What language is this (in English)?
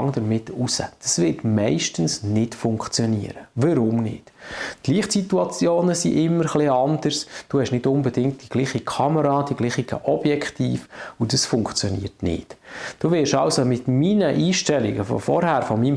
Swiss German